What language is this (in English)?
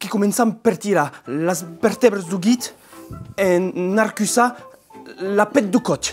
Occitan